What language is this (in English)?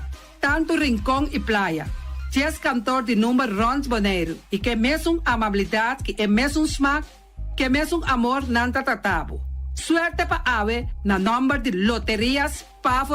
Papiamento